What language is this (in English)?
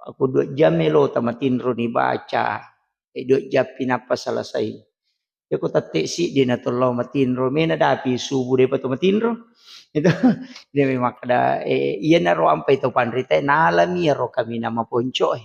Buginese